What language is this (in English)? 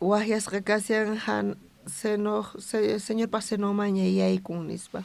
South Bolivian Quechua